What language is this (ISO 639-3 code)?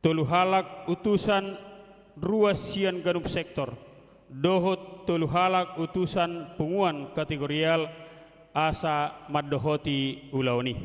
bbc